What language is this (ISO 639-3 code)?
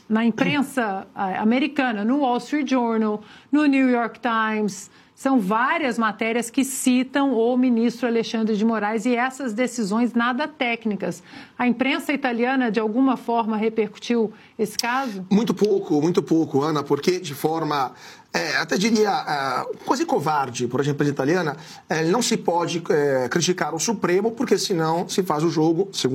por